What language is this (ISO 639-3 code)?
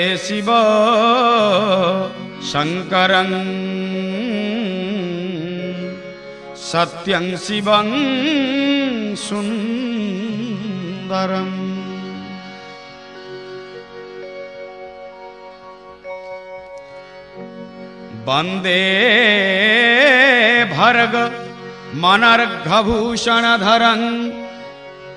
ori